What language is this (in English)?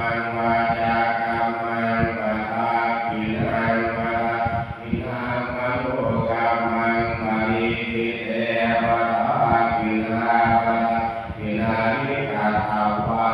Pali